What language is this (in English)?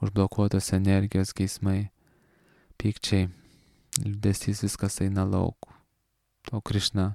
Lithuanian